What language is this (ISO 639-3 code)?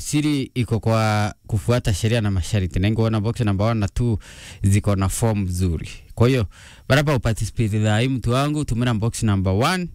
mer